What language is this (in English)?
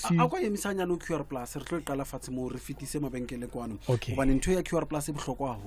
Southern Sotho